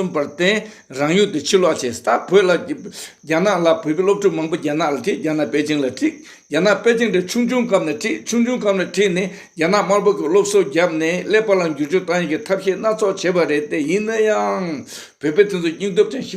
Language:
Tibetan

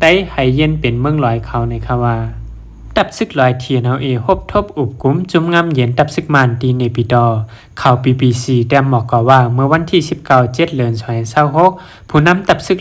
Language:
Shan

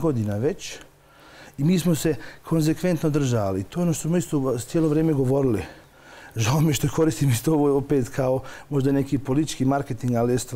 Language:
Bosnian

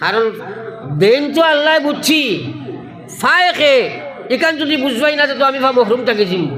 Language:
Sylheti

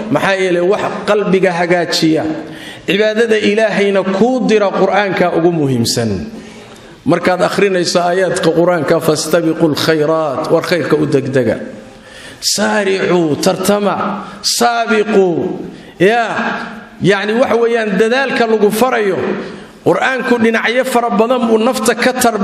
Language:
Somali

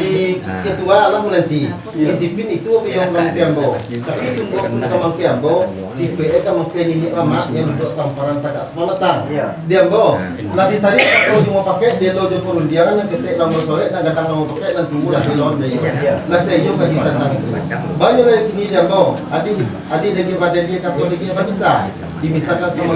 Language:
Minangkabau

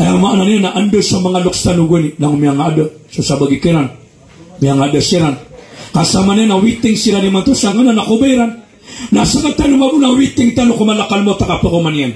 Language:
Maranao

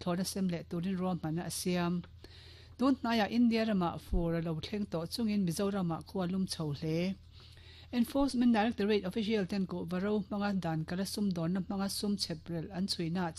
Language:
Mizo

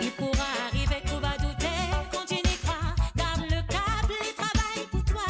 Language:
Morisyen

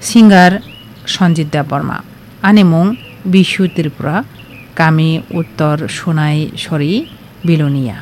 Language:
Kok Borok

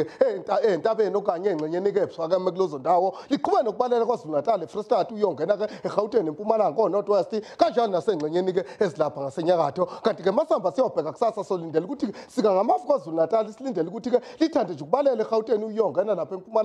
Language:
Zulu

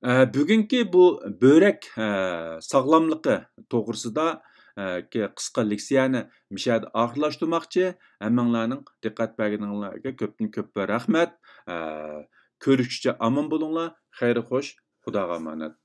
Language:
Uyghur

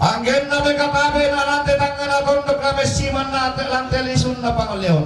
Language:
Toraja-Sa'dan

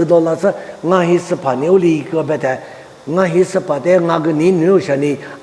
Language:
Lisu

